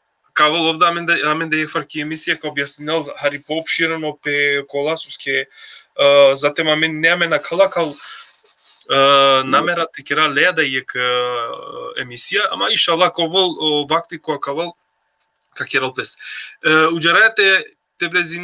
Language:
Balkan Romani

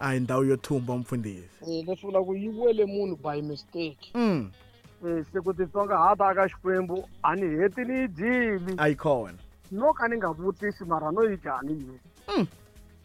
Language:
Tsonga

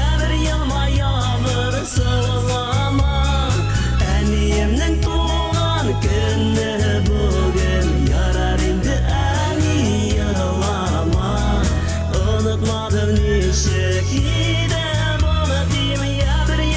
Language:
Bashkir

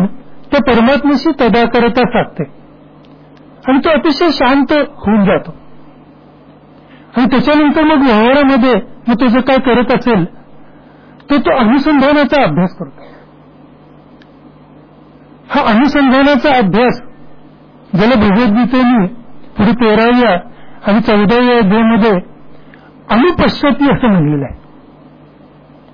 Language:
Marathi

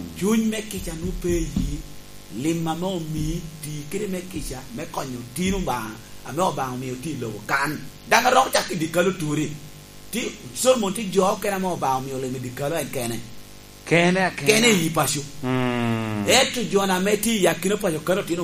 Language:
Lango (Uganda)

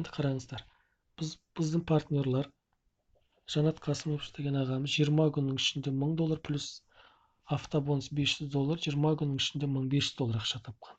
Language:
Kazakh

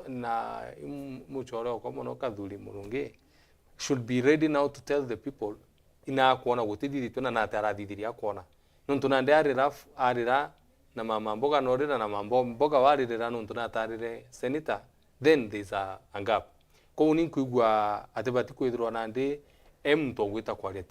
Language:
Meru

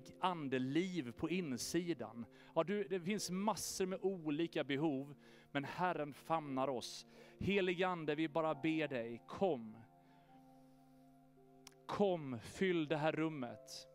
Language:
Swedish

